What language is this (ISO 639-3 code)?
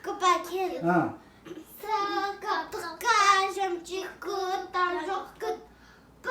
bod